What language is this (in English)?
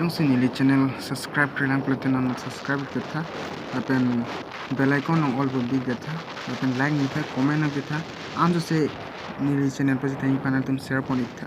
Karbi